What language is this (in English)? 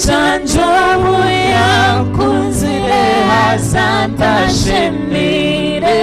Nyankole